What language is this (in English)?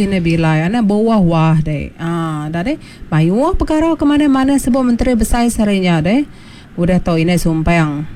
Iban